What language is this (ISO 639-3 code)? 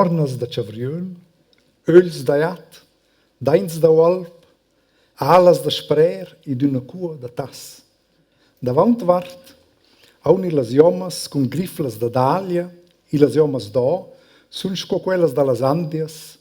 roh